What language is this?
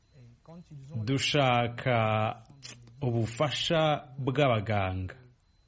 Kinyarwanda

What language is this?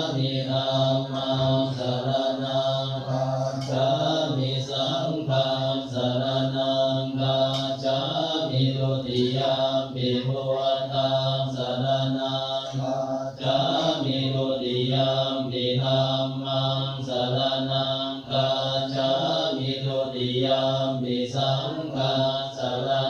Pali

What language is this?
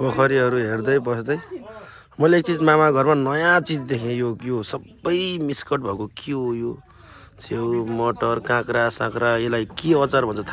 Nepali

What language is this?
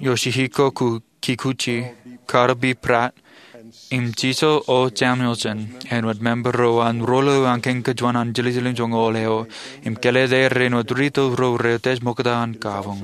Marshallese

